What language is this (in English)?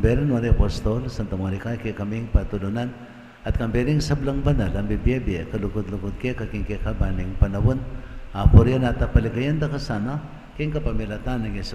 Pampanga